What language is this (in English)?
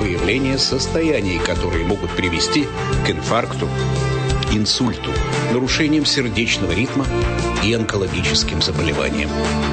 Russian